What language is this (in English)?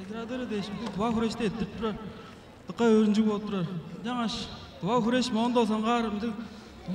Tuvinian